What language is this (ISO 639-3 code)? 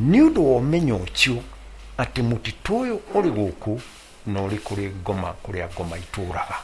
kik